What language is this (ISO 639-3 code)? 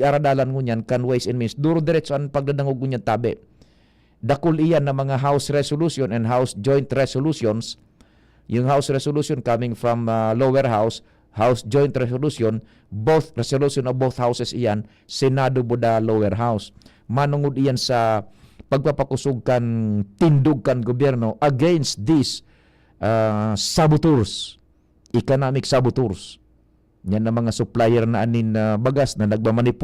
bik